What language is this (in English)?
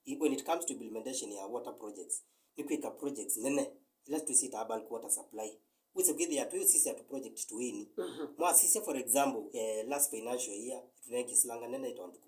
Kamba